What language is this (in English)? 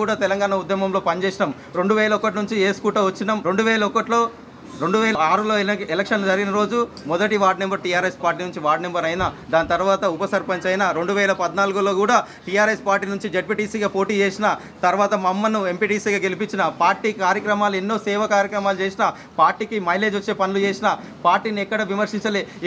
Telugu